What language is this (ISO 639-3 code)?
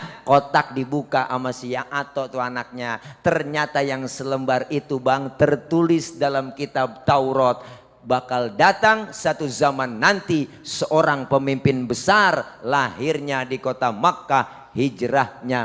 bew